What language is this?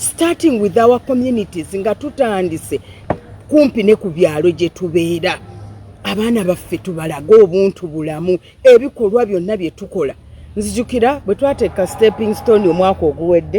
Ganda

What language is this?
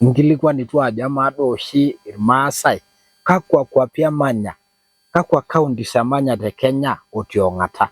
Masai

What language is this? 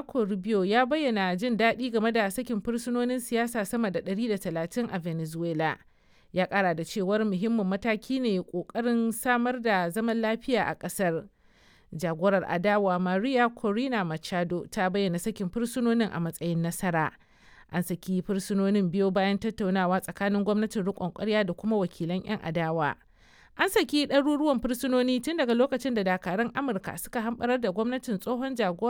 Hausa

